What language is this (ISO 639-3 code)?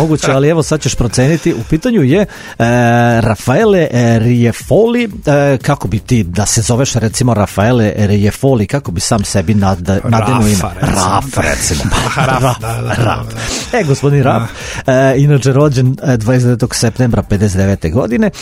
srp